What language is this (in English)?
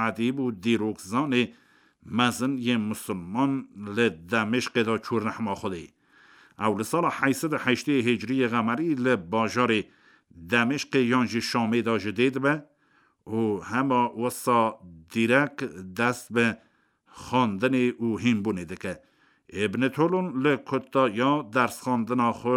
Kurdish